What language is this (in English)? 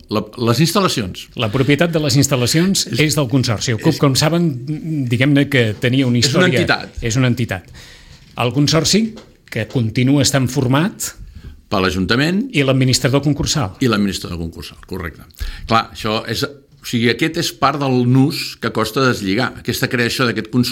Catalan